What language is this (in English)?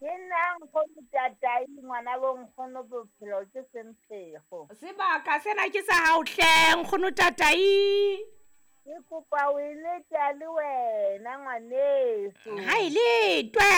Southern Sotho